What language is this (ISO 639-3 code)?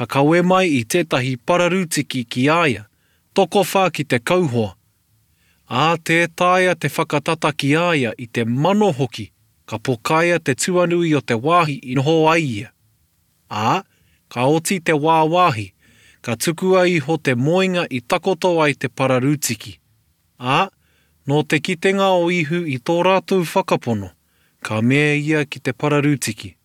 mri